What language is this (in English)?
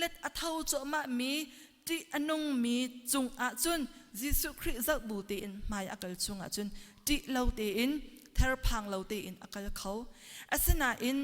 Hakha Chin